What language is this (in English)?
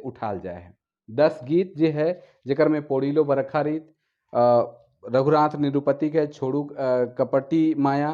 Sadri